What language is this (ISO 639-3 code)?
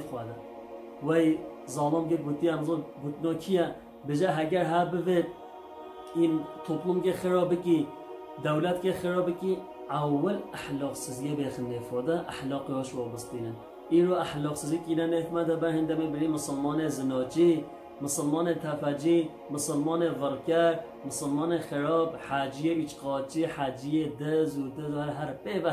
kur